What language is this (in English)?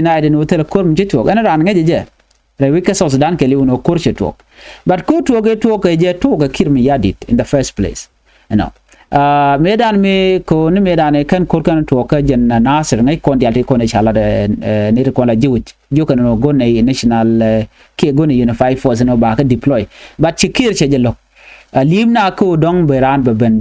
Nuer